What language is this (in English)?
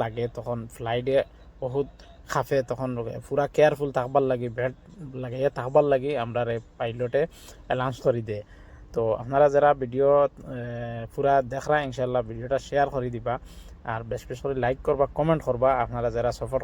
Sylheti